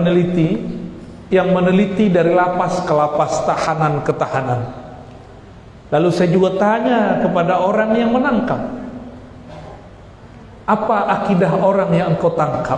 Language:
Indonesian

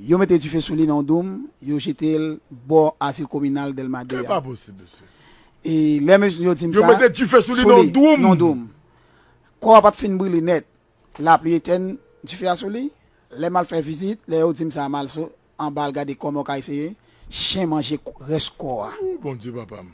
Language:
Haitian Creole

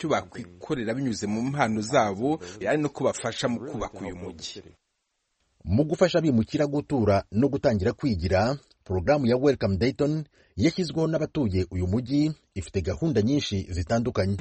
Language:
Kinyarwanda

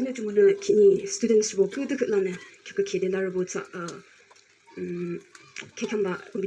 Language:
Yimchungru Naga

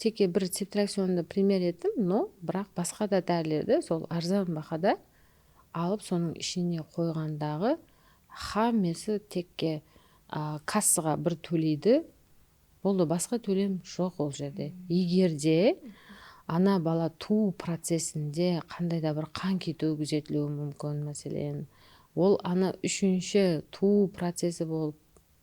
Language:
Kara-Kalpak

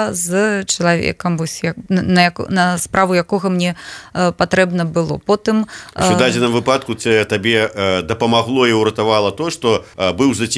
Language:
Belarusian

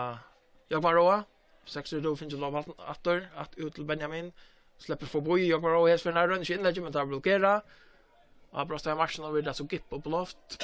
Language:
Faroese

